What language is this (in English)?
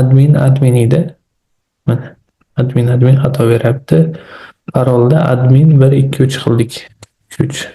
Uzbek